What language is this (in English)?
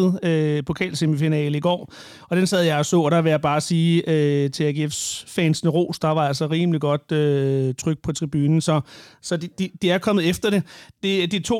Danish